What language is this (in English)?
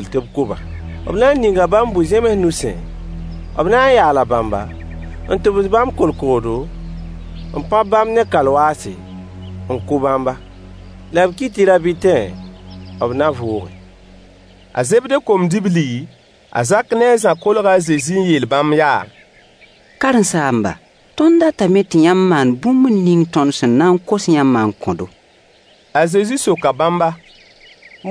Mossi